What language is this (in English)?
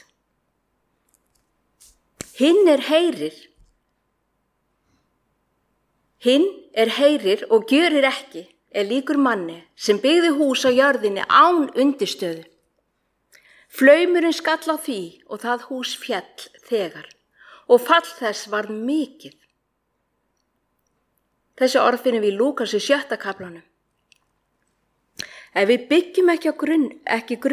Icelandic